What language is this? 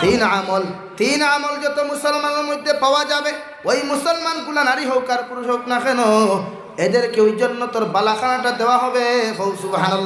Sylheti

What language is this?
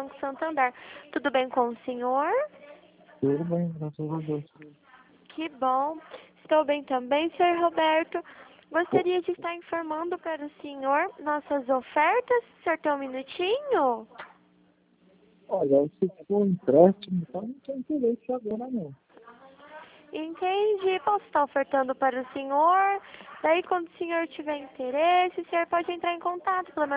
Portuguese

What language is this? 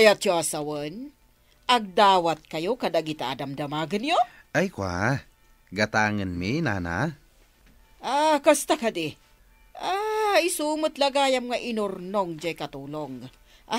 Iloko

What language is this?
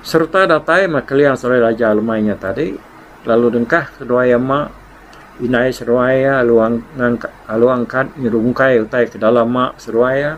Iban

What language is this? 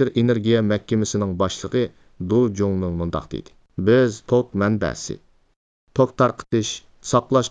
Uyghur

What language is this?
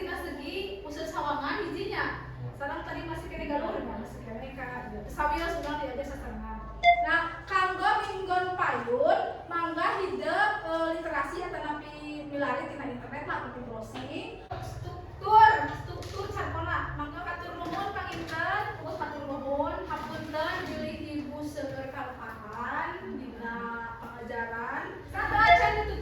Sundanese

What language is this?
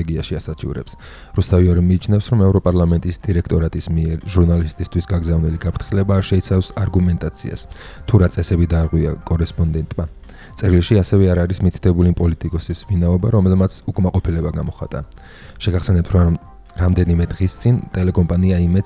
Georgian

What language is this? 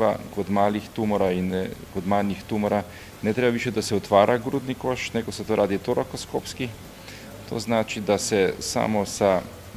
Slovenian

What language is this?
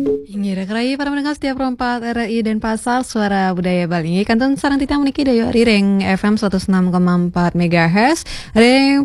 Balinese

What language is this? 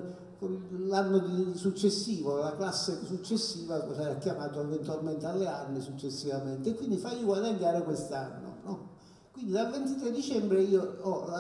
Italian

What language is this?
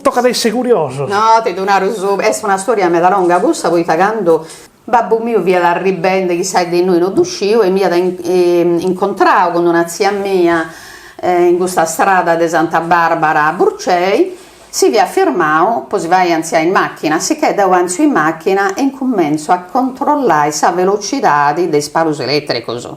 Sardinian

